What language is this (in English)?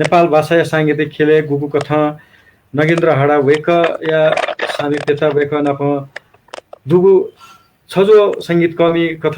Newari